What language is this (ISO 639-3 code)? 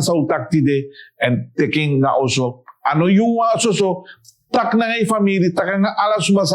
srn